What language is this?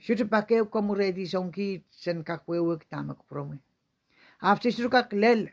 Pohnpeian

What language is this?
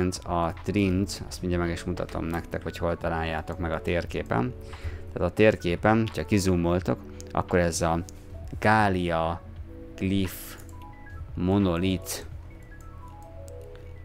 Hungarian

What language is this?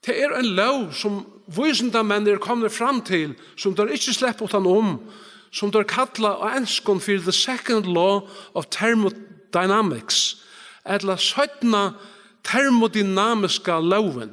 Faroese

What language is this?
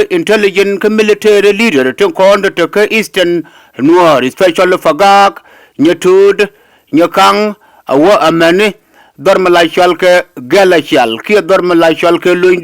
Nuer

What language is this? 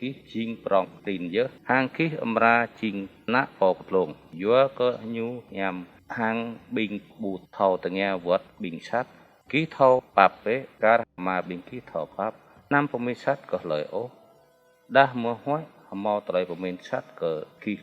Jarai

